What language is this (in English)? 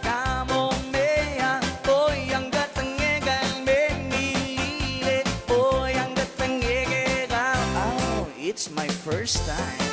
Pohnpeian